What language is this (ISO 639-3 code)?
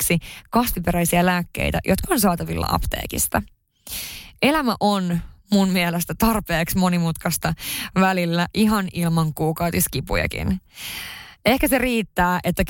fin